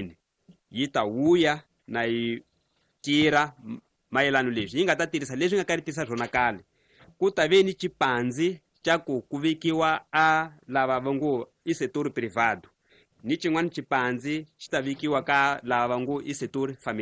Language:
Tsonga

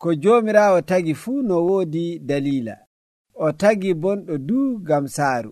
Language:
Nigerian Fulfulde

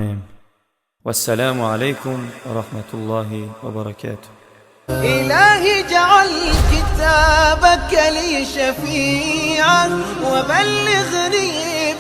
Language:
Tajik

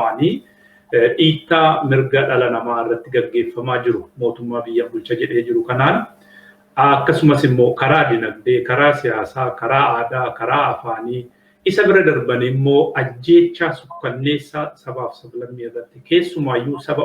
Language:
Oromo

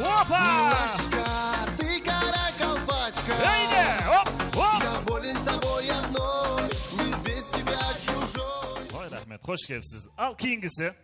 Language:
Kara-Kalpak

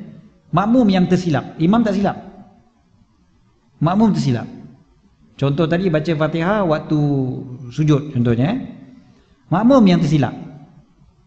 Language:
Malay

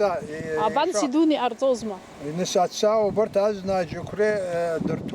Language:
Abkhazian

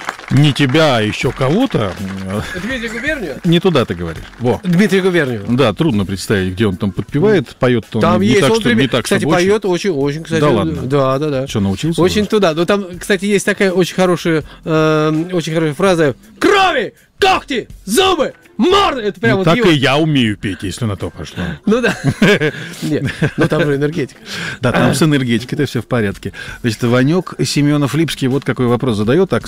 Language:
Russian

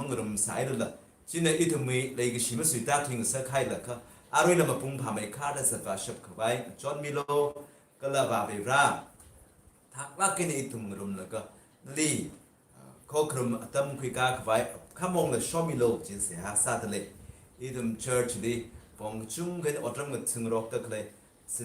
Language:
Tangkhul Naga (India)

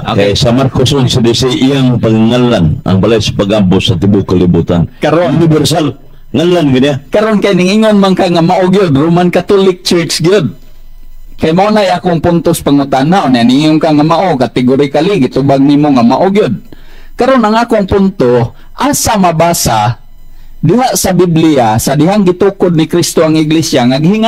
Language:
Cebuano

